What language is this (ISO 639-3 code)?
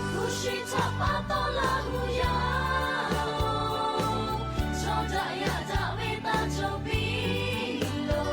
lhu